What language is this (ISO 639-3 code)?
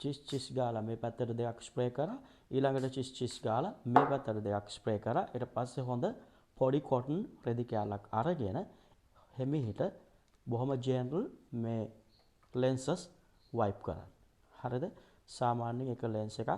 sin